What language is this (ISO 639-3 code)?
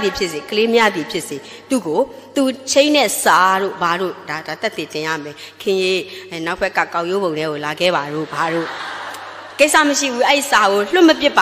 mya